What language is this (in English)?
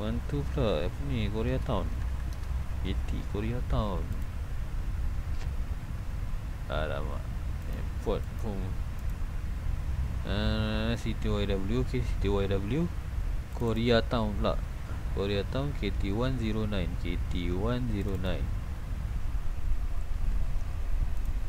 Malay